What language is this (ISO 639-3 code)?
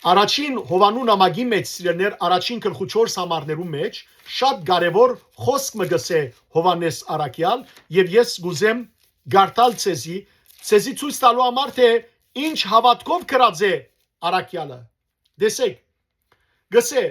hyw